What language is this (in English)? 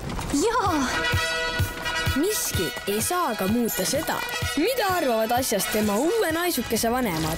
Estonian